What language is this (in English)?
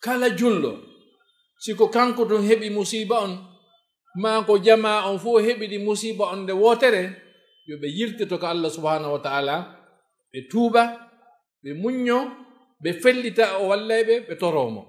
Fula